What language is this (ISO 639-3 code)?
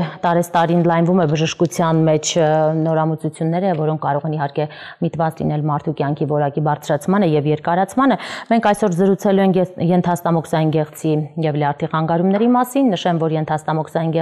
hye